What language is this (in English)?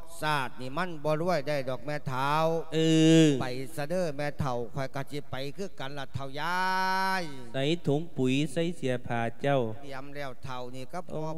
Lao